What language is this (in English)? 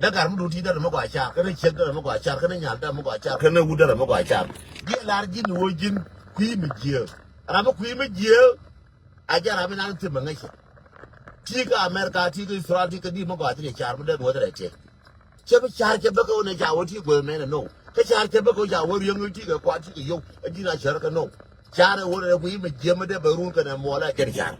Nuer